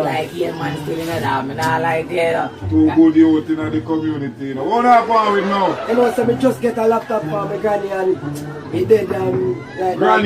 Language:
Jamaican Creole English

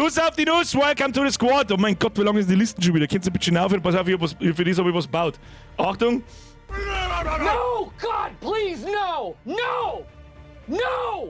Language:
Bavarian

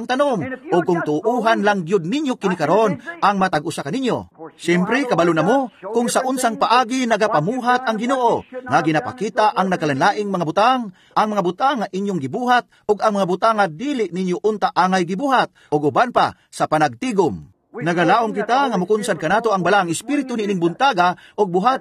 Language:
Cebuano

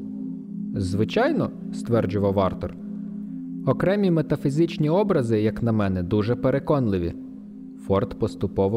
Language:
Ukrainian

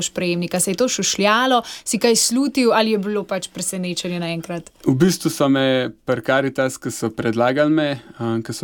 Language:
Slovenian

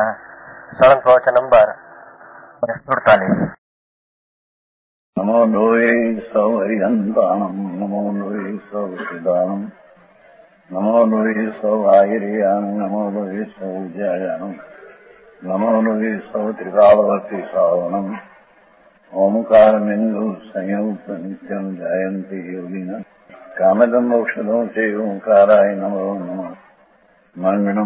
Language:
Gujarati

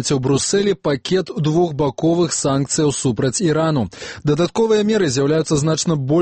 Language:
Belarusian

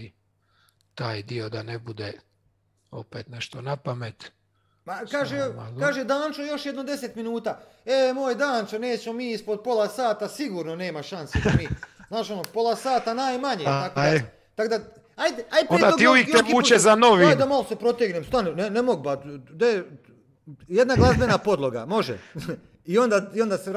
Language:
Croatian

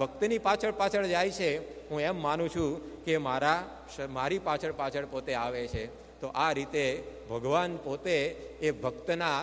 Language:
Gujarati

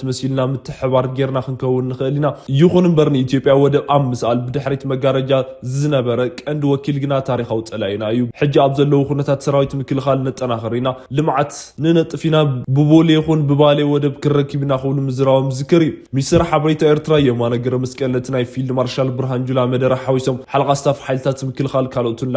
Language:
Tigrinya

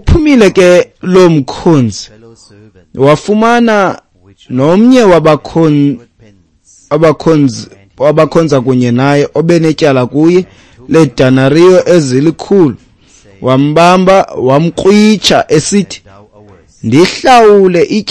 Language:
Xhosa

